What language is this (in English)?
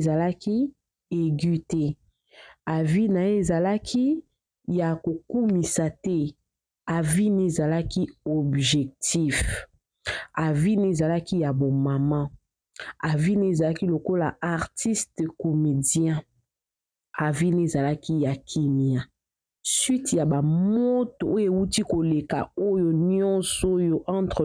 Lingala